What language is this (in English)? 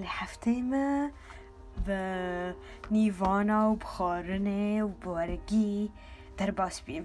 Kurdish